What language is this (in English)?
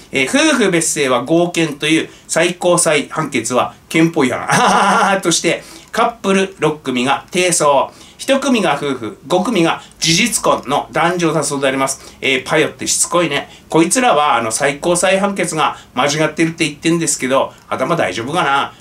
Japanese